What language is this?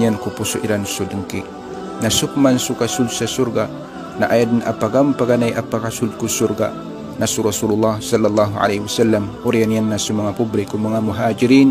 Maranao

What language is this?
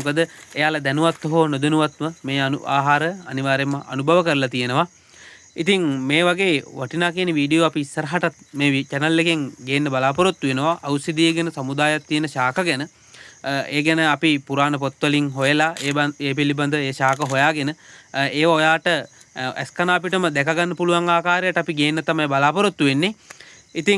Sinhala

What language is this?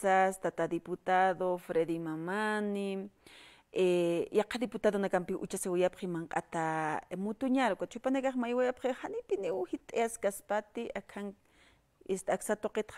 Aymara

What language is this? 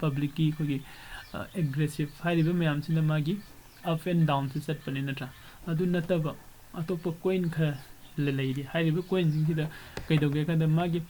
Manipuri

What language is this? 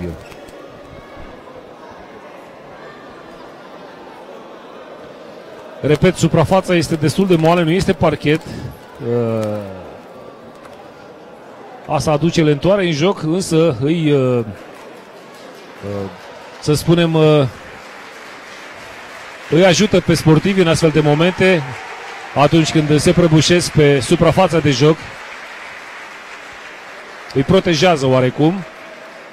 Romanian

